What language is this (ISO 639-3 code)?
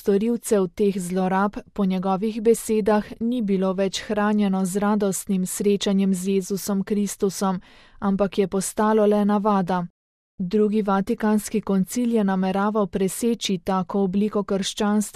slv